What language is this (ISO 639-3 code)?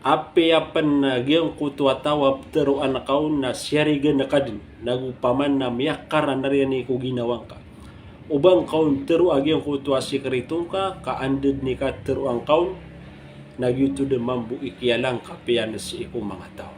mrw